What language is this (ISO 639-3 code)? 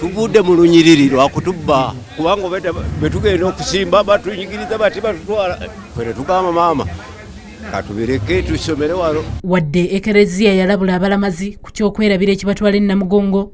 lug